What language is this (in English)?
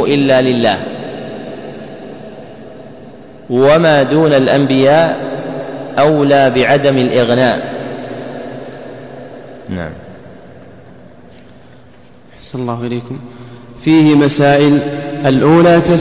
Arabic